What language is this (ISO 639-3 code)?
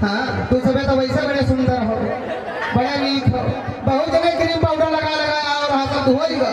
awa